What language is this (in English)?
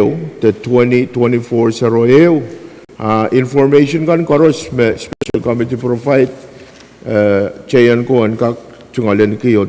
Pohnpeian